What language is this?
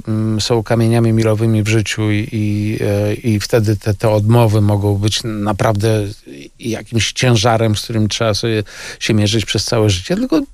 Polish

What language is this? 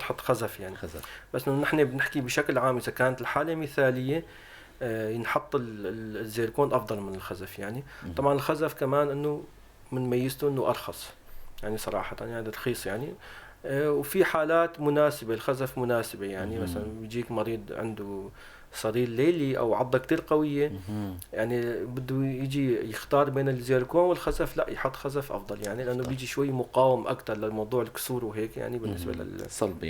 North Levantine Arabic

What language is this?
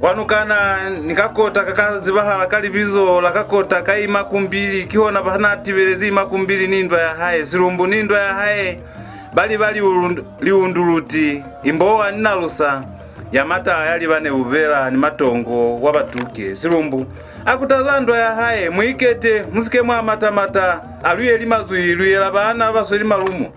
Lozi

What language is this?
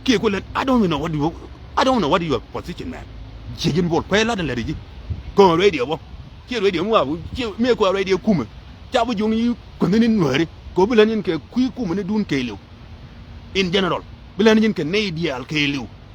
Nuer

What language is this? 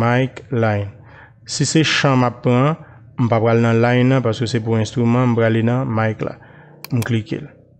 Haitian Creole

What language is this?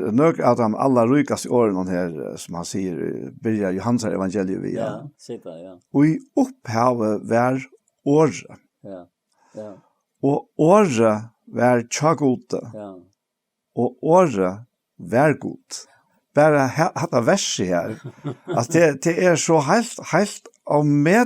Faroese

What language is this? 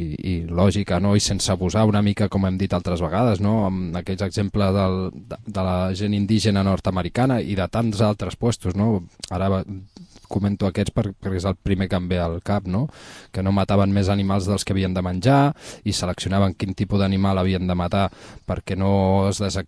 Catalan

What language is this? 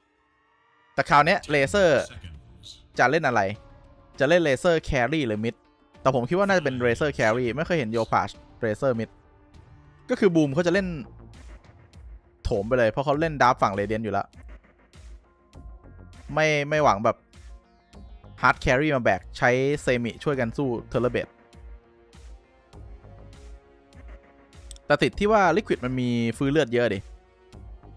Thai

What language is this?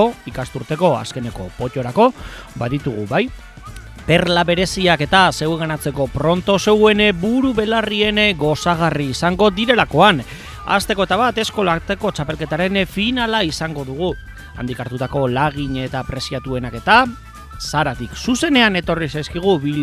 Basque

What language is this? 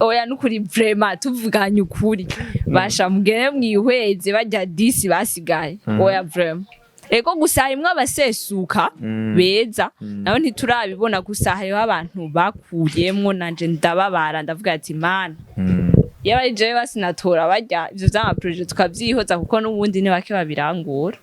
Rundi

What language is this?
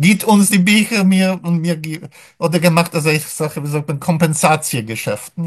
Yiddish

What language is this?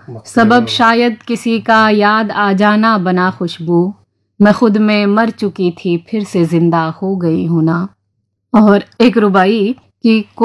Urdu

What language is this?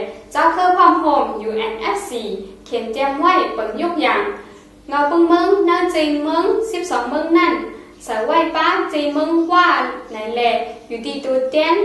Shan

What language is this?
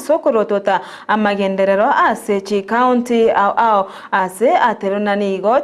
Gusii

